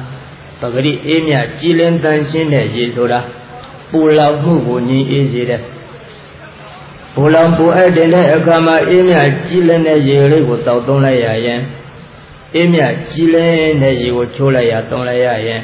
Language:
Burmese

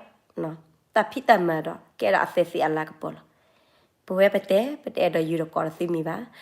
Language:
S'gaw Karen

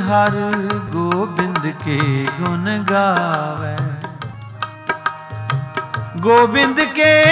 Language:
Punjabi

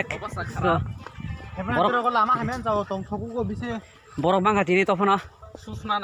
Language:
Kok Borok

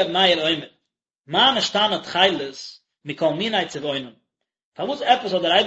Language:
Yiddish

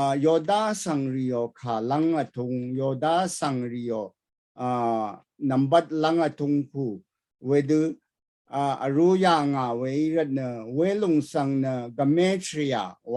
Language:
Rawang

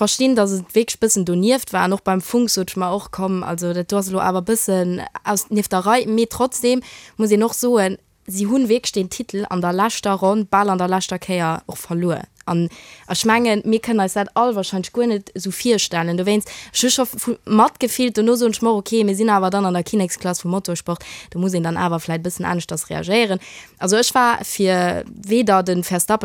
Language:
Luxembourgish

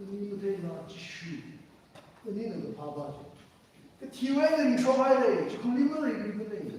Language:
Tangkhul Naga (India)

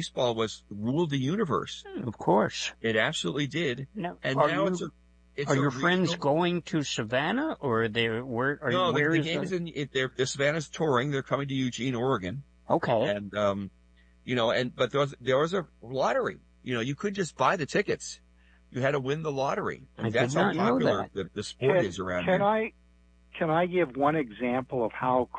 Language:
English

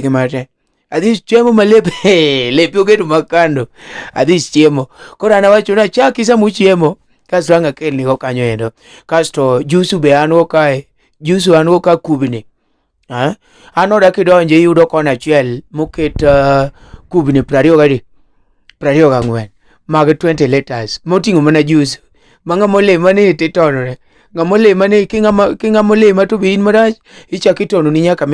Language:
Luo (Kenya and Tanzania)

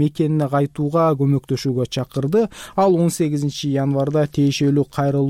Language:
Kyrgyz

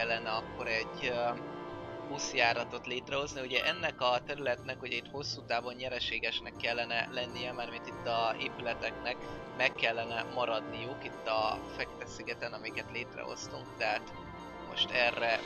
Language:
Hungarian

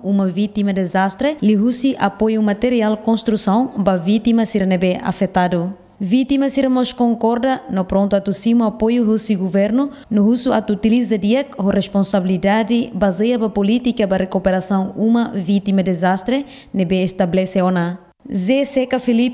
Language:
Tetum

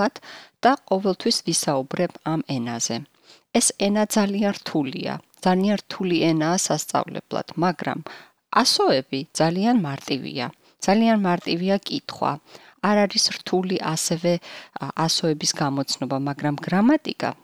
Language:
Georgian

